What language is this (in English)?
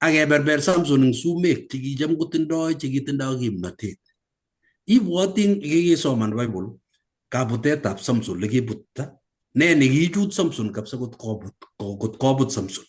Kalenjin